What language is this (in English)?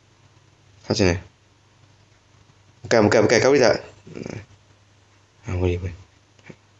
Malay